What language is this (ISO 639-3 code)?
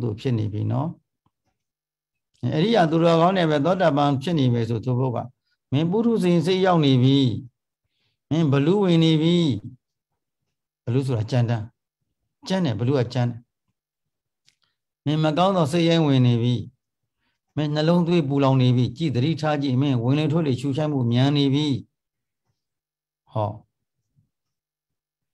mya